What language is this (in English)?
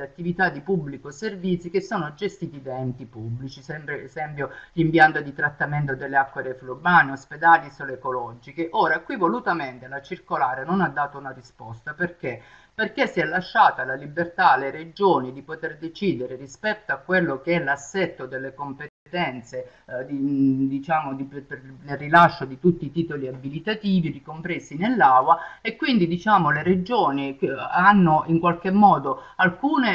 Italian